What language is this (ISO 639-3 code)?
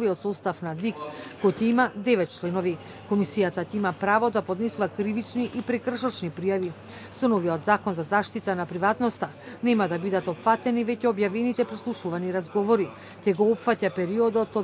mkd